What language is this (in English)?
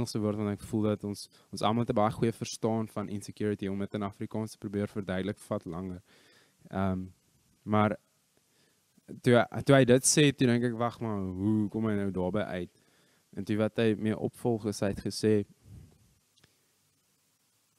Afrikaans